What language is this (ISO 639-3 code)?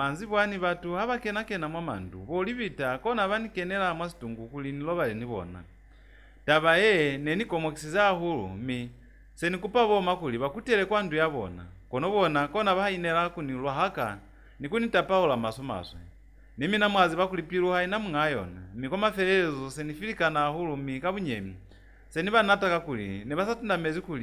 loz